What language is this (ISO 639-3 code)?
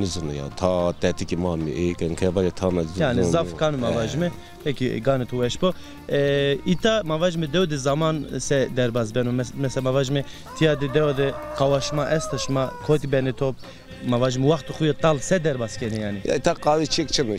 zza